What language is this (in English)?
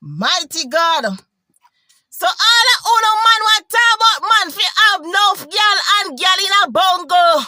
Jamaican Creole English